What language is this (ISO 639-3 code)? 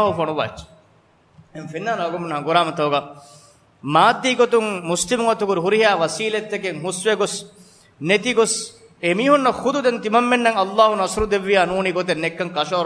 div